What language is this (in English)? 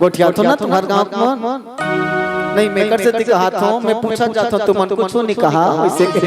Chhattisgarhi